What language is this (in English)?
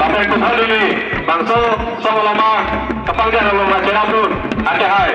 Karbi